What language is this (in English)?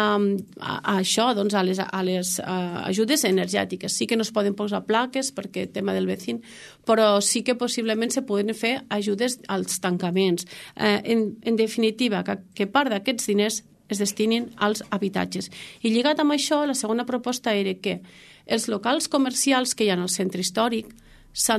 Catalan